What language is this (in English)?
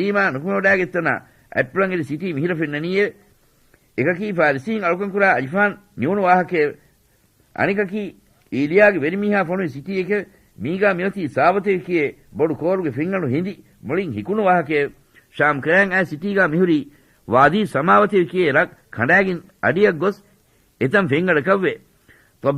Divehi